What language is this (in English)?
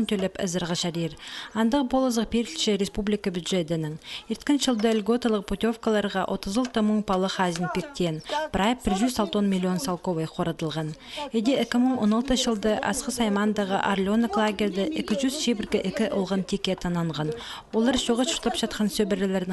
Khakas